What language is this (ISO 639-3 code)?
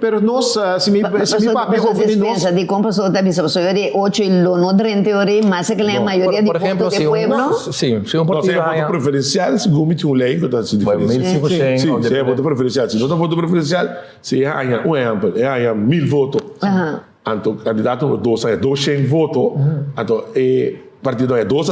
pap